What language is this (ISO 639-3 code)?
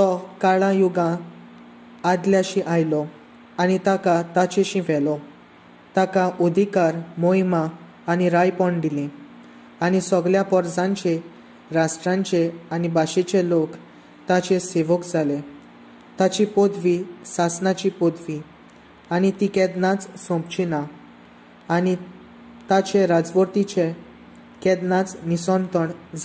kok